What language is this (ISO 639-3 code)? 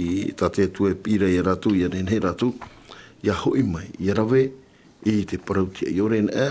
tah